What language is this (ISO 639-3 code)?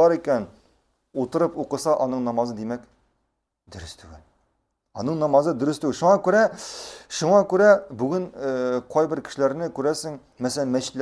tat